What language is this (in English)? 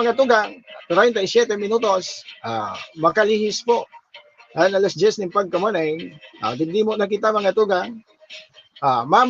Bikol